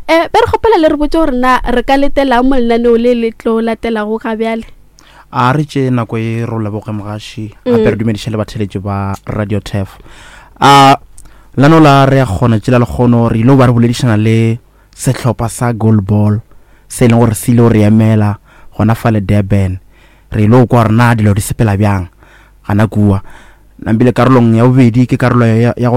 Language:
Northern Sotho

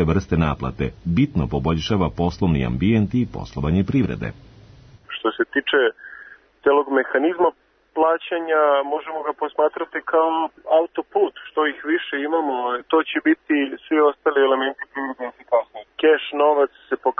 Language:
Serbian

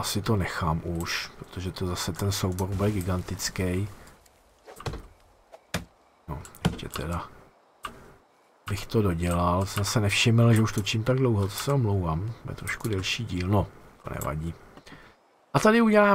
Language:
Czech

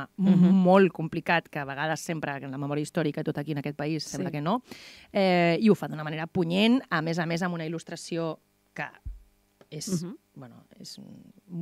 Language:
Catalan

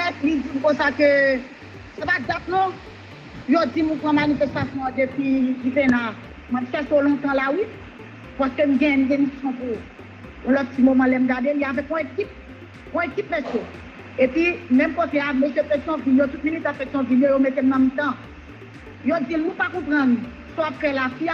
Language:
Haitian Creole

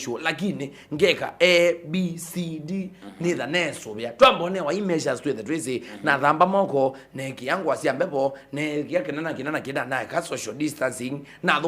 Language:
Kamba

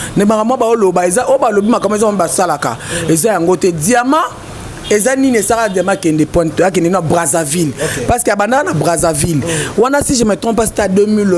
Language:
Lingala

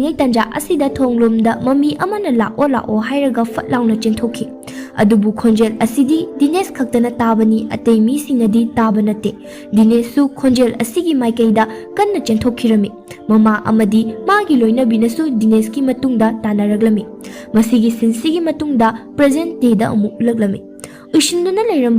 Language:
Manipuri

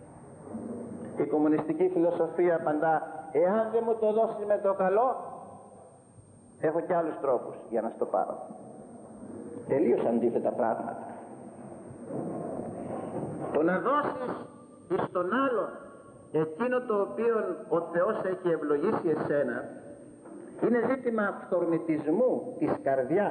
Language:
Greek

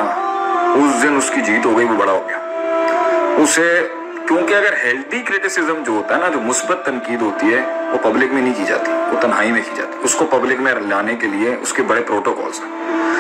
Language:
Urdu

